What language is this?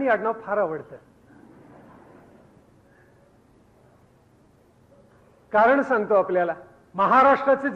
Marathi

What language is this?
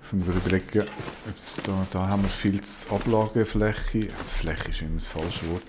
Swiss German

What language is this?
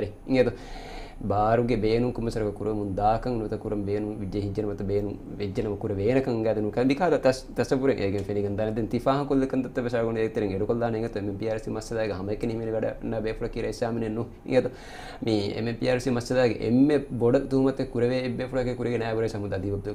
Divehi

